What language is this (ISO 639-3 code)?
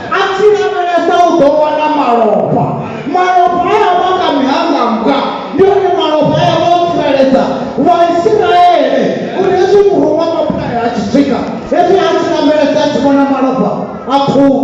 ven